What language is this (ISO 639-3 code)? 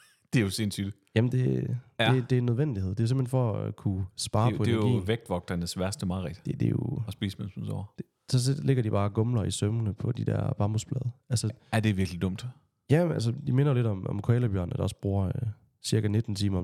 dan